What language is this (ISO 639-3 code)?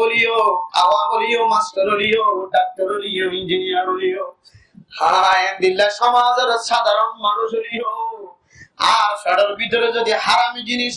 rhg